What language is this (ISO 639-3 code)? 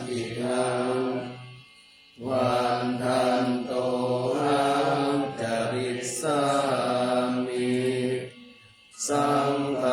pli